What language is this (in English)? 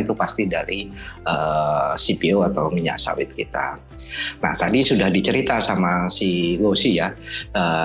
Indonesian